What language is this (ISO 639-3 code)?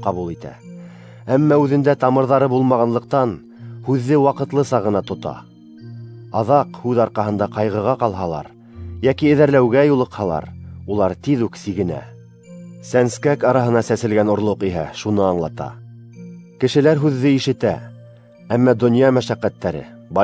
bak